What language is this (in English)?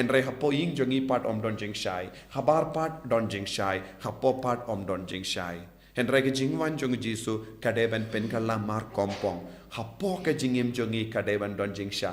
Khasi